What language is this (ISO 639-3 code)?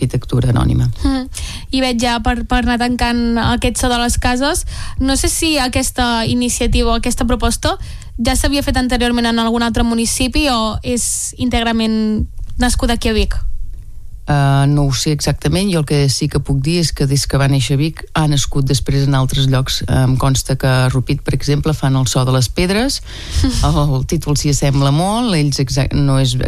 cat